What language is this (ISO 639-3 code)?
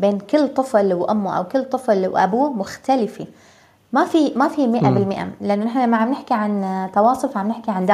apc